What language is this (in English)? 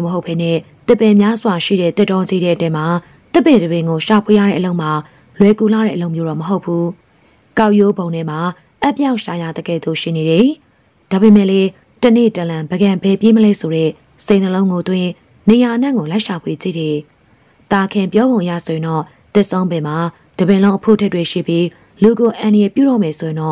Burmese